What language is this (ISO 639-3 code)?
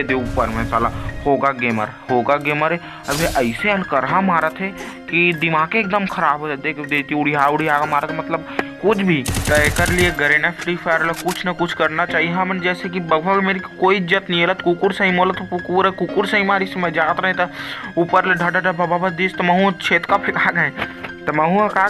hne